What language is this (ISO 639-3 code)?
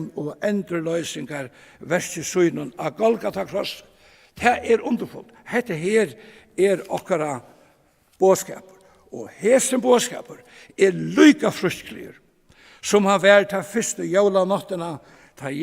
fao